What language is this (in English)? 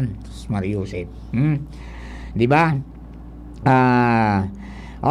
Bikol